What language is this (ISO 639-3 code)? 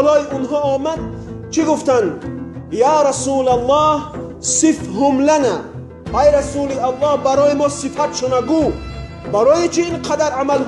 tgk